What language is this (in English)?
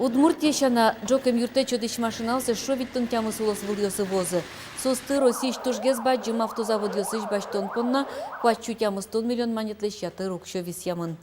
Udmurt